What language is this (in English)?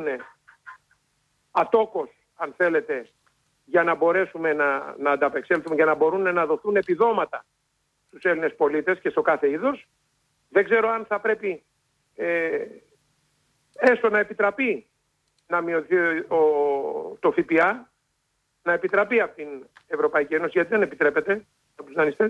Greek